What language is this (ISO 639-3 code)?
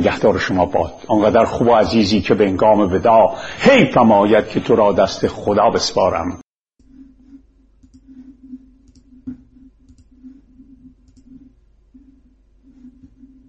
fas